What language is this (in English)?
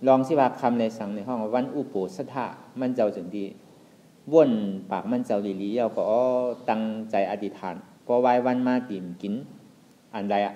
Shan